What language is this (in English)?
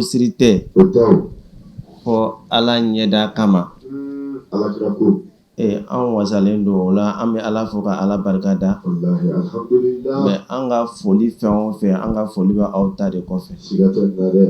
Bambara